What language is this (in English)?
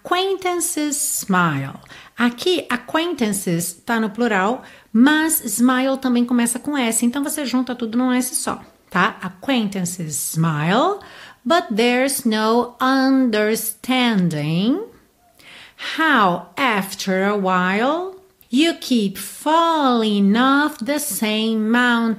Portuguese